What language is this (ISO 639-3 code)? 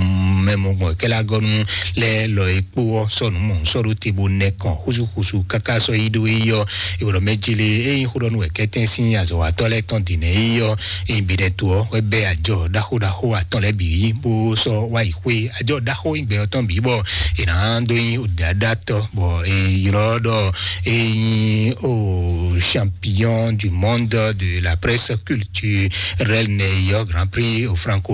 fon